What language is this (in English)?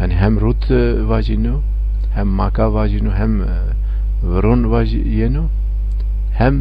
Zaza